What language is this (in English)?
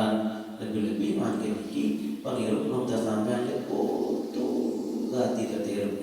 Sasak